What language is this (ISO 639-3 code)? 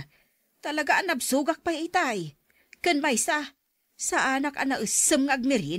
ilo